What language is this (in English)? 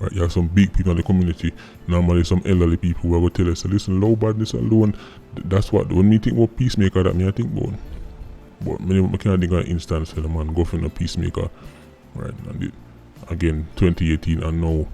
Jamaican Creole English